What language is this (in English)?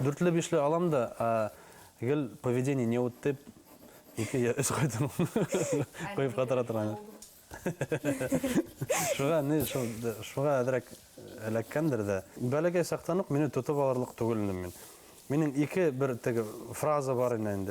Bashkir